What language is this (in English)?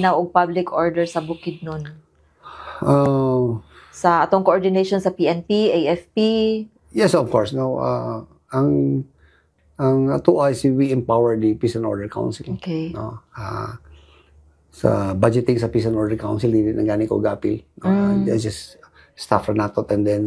Cebuano